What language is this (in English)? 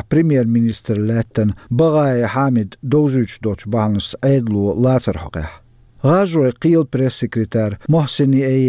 Chechen